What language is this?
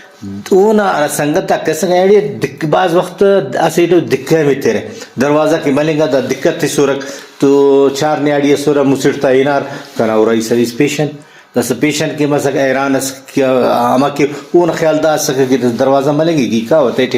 Brahui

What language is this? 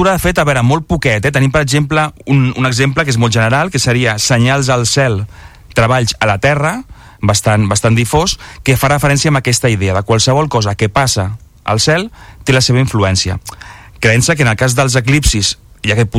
Catalan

